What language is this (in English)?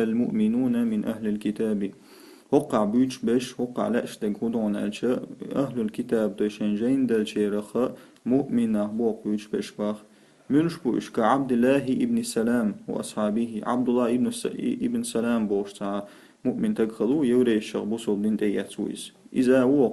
Chechen